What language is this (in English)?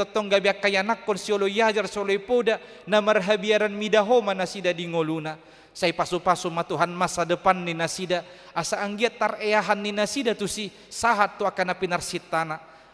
Batak Toba